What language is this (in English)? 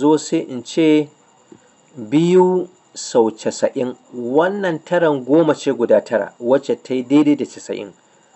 Hausa